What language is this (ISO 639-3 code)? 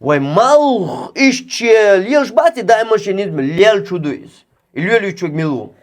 che